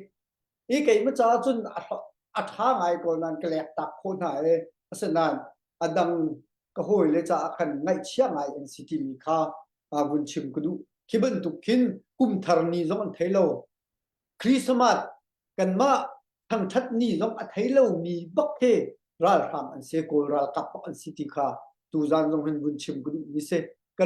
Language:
Hakha Chin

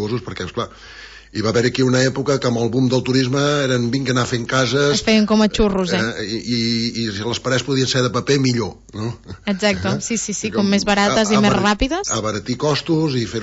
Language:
Catalan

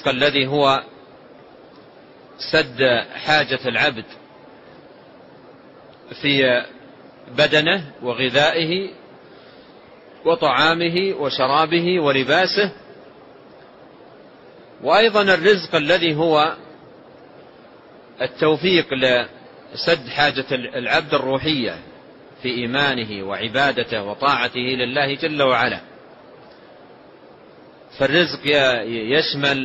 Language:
Arabic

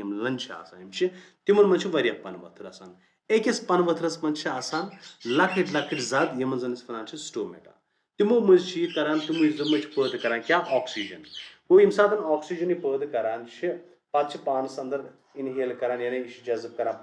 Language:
Kashmiri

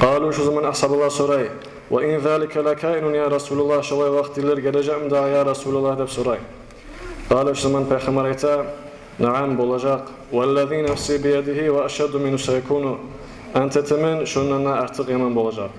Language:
Kumyk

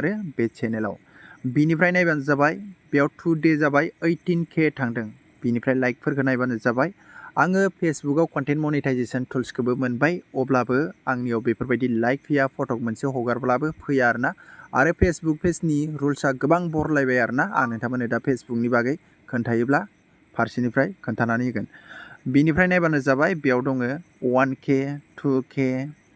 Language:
Bodo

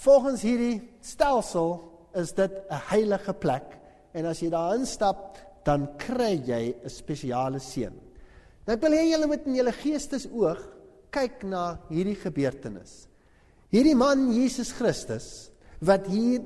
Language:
Afrikaans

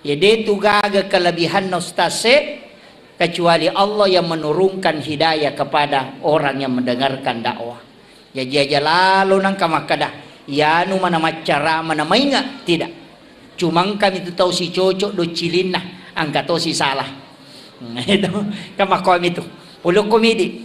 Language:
Buginese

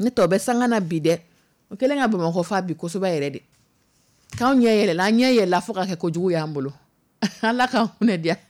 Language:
Dyula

